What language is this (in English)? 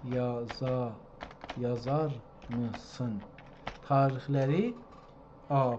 South Azerbaijani